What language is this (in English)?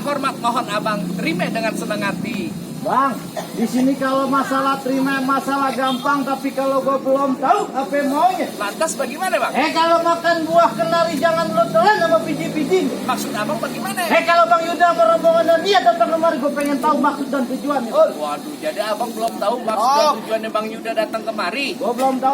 Betawi